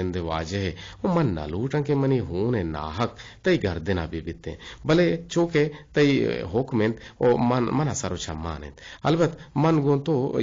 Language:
Eastern Balochi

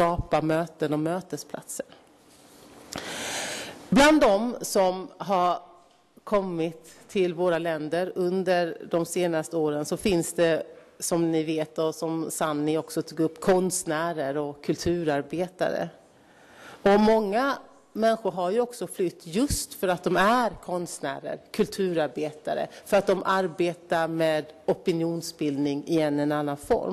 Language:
Swedish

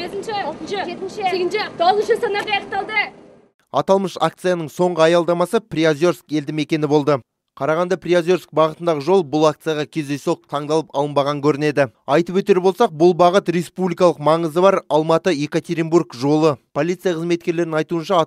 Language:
Kazakh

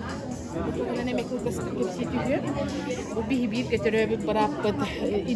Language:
Yakut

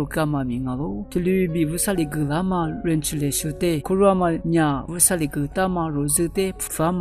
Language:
Lisu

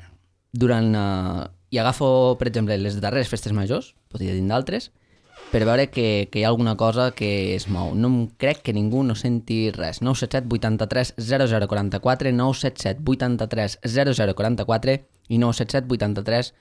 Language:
Catalan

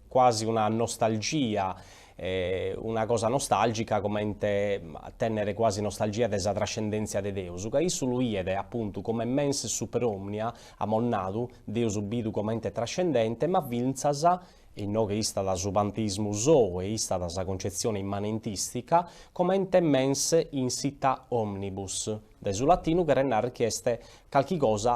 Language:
Sardinian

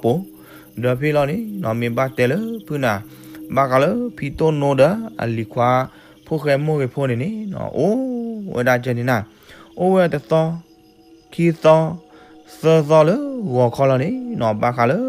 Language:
S'gaw Karen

